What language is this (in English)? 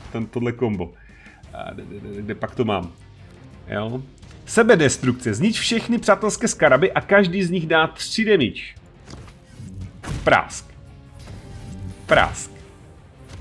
Czech